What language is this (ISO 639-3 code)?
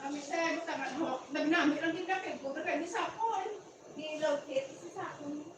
hil